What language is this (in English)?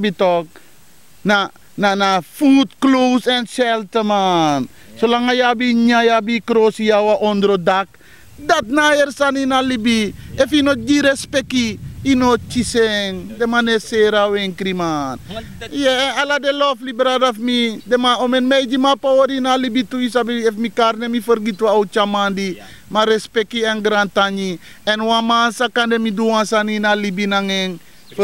Sranan Tongo